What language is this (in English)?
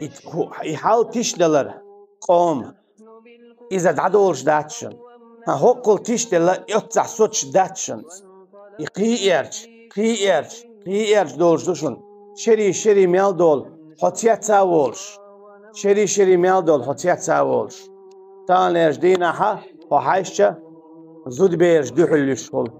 Chechen